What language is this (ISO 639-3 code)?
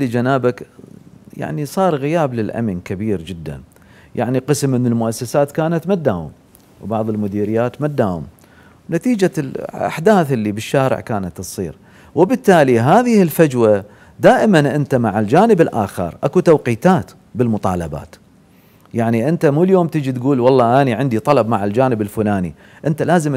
acm